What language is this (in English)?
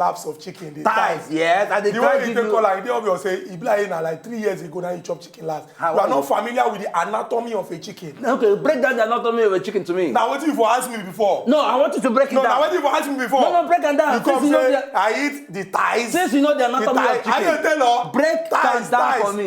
Nigerian Pidgin